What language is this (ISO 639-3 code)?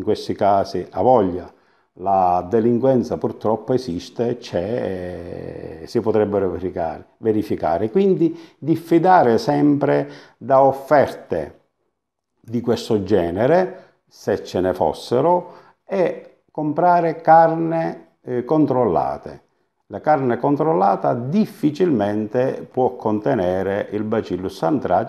ita